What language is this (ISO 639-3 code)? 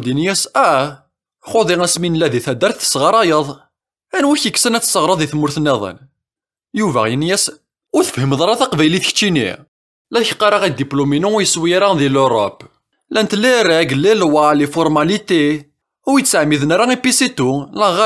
kab